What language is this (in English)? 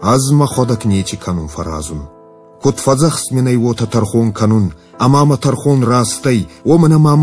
Ossetic